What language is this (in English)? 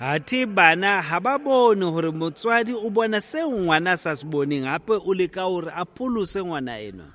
Southern Sotho